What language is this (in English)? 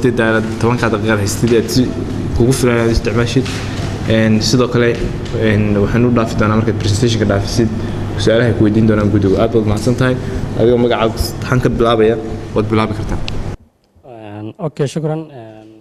Somali